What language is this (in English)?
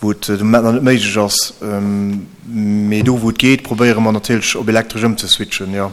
Luxembourgish